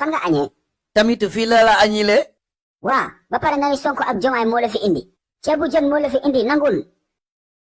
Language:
Wolof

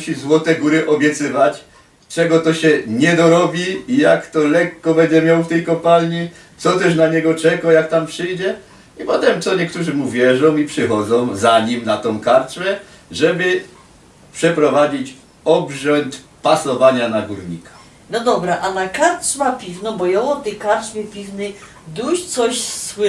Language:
Silesian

